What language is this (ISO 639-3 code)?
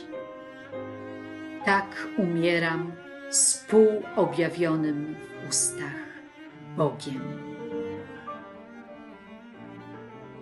pol